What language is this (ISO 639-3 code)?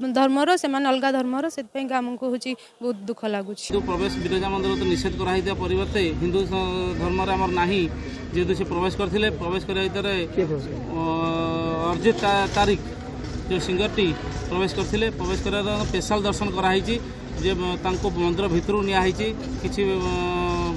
ori